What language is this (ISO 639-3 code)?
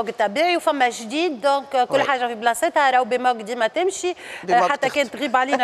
aeb